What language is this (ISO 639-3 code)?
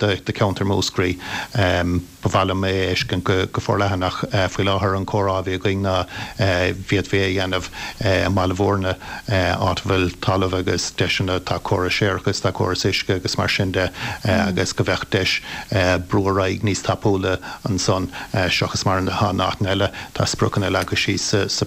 gle